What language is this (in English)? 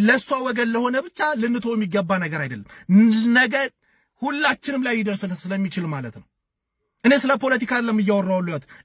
Amharic